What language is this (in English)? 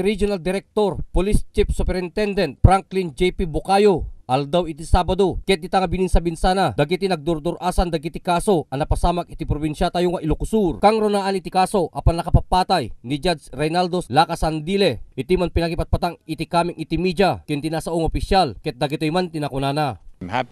Iloko